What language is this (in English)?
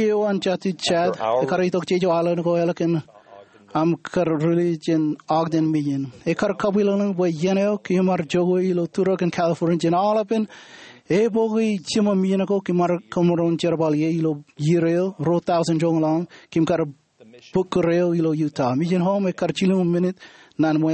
Marshallese